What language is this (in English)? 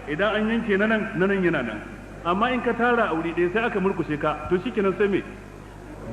Hausa